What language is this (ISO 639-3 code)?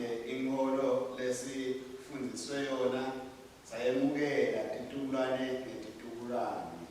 ssw